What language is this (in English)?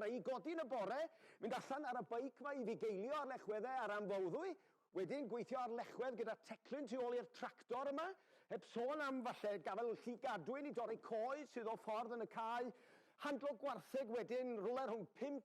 Welsh